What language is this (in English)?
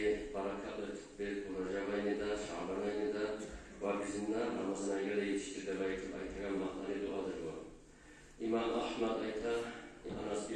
Kumyk